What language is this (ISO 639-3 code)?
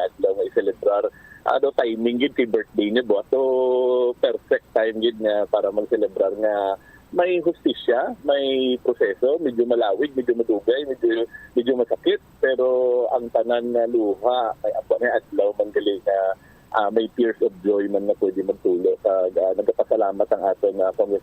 hil